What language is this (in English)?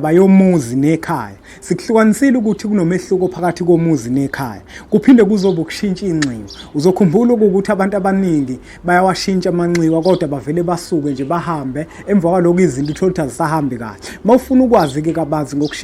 Zulu